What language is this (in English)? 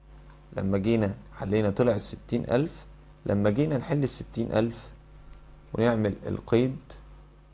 Egyptian Arabic